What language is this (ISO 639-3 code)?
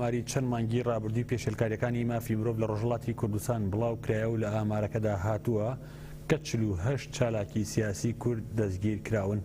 ckb